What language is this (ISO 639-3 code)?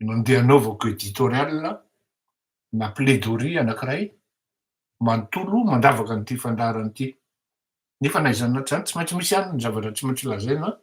mlg